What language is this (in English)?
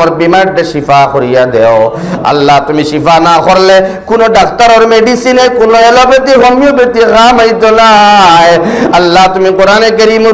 Sylheti